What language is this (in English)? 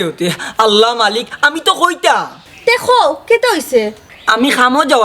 Sylheti